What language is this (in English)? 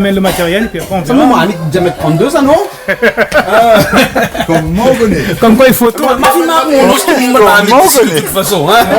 Réunion Creole French